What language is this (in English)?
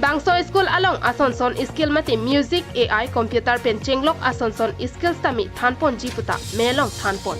Karbi